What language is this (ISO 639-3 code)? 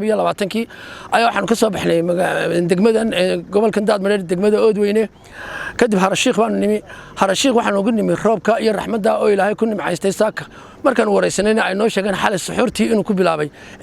som